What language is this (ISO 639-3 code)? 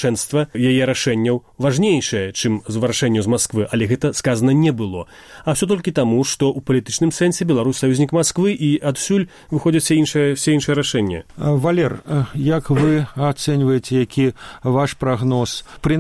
bel